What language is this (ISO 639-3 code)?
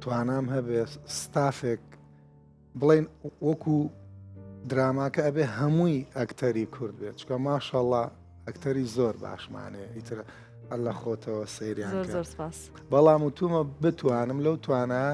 ckb